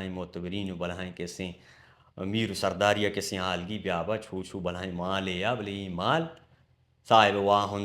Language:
Baluchi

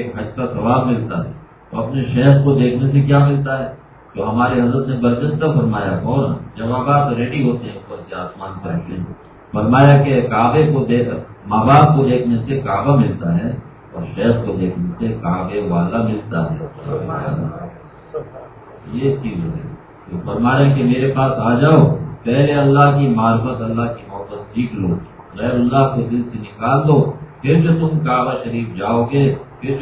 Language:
Urdu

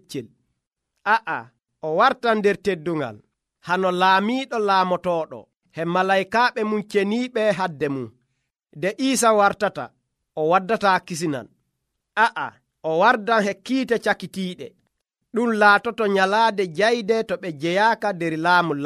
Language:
Nigerian Fulfulde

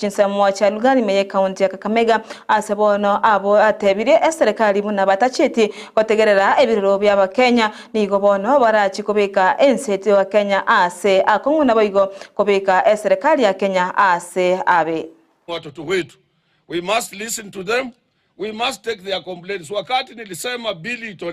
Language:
Gusii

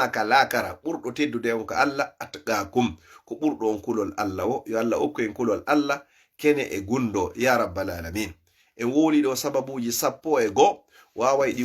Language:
Fula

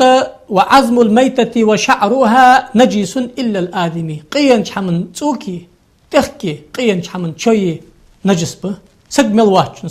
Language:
Ingush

